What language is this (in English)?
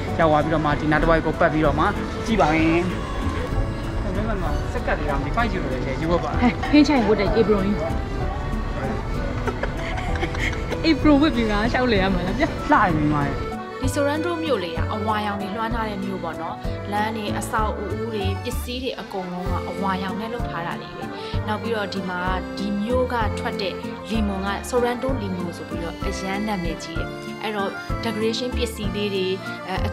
Burmese